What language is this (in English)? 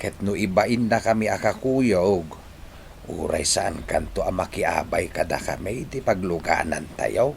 Iloko